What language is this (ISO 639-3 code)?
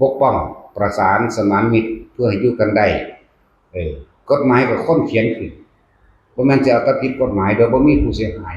tts